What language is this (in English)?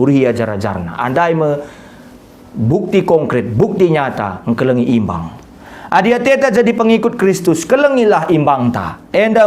Batak Karo